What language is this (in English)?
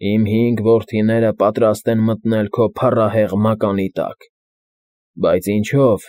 Armenian